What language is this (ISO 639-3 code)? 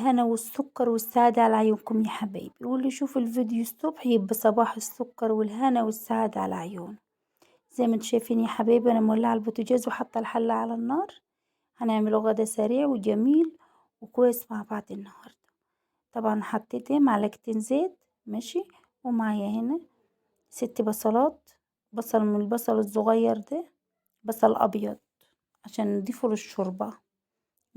arz